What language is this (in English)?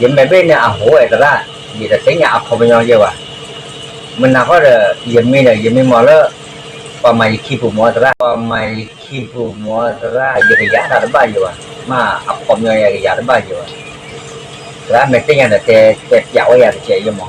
S'gaw Karen